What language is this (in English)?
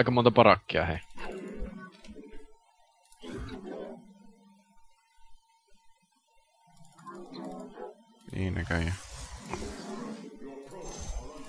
Finnish